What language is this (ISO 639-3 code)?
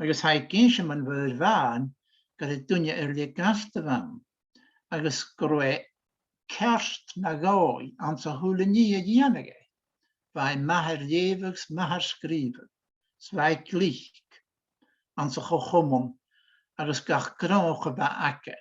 gla